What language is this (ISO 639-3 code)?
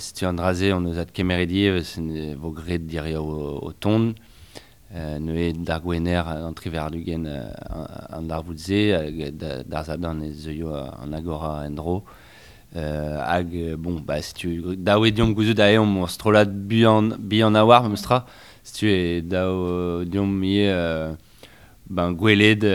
bre